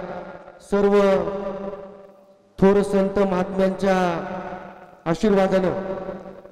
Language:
Marathi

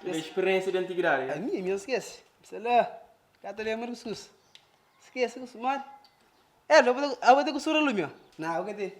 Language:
Kabuverdianu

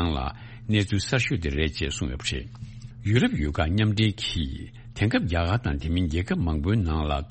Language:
Tibetan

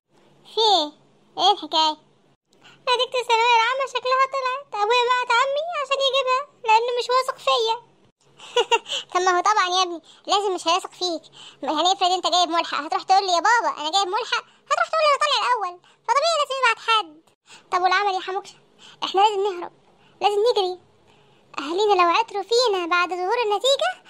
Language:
Egyptian Arabic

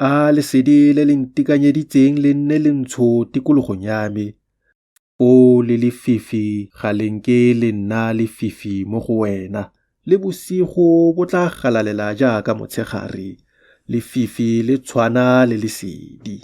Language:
Tswana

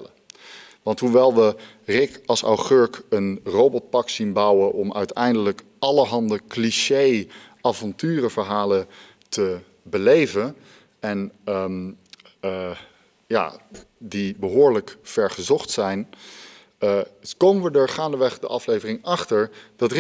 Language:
Dutch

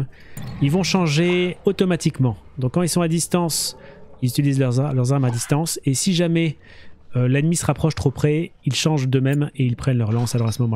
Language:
French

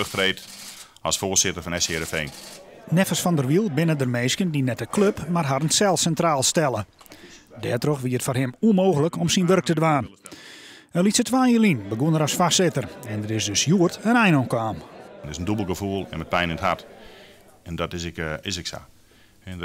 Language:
Western Frisian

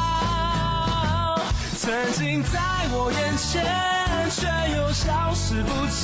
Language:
Chinese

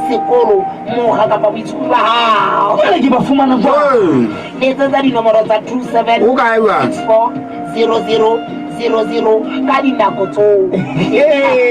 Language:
Southern Sotho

